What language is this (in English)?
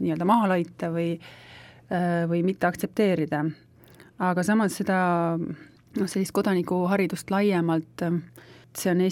Estonian